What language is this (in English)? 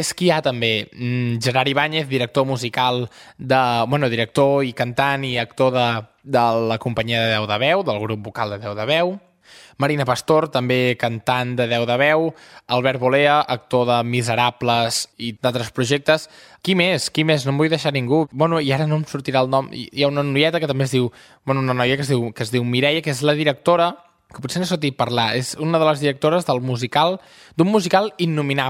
Catalan